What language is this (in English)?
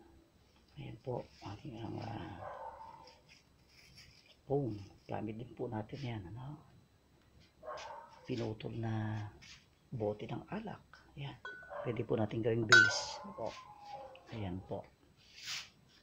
Filipino